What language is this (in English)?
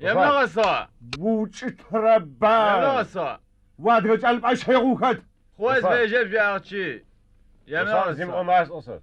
Adyghe